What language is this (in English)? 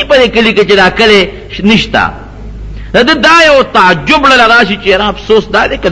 Pashto